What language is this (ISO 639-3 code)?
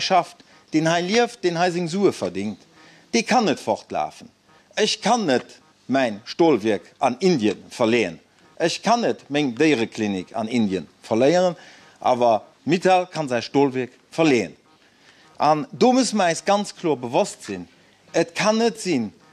ltz